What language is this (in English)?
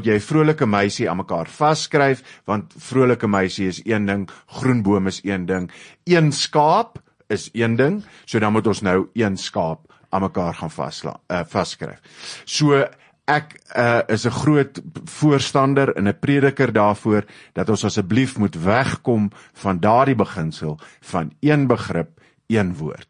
Afrikaans